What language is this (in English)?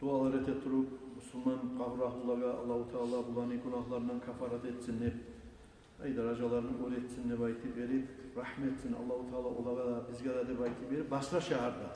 Kumyk